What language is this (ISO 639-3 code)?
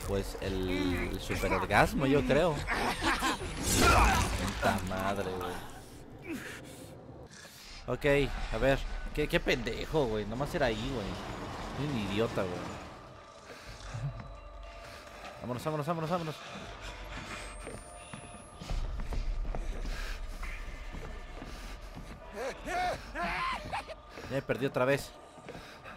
spa